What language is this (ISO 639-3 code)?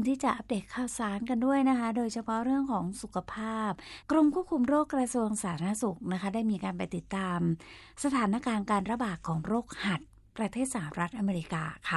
tha